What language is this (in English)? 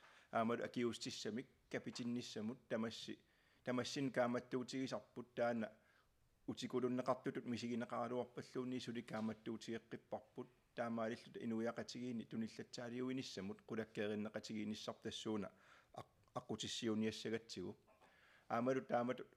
Kalaallisut